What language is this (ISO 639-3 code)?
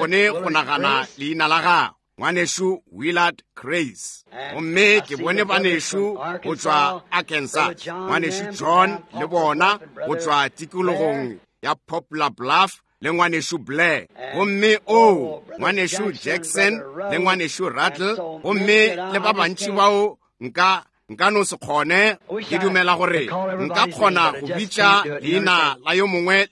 nso